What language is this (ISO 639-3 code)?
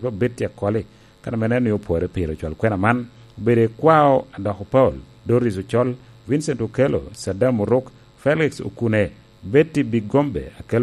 laj